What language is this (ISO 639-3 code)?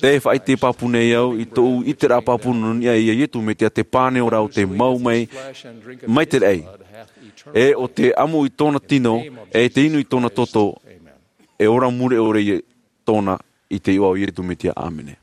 tah